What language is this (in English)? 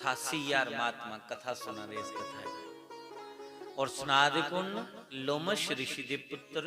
Dogri